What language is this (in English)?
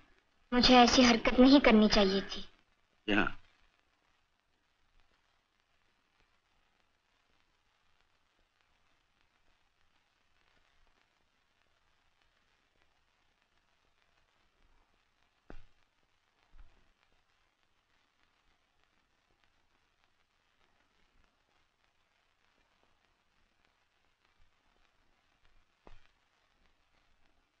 Hindi